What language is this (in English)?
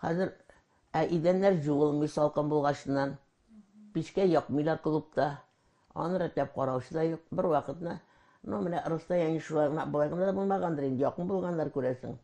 Tatar